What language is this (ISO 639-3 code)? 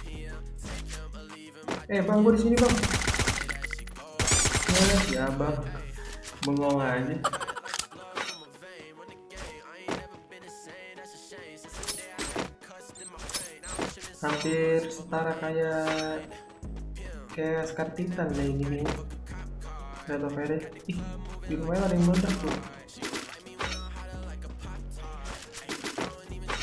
ind